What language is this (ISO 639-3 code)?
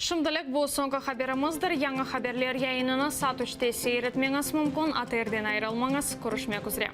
crh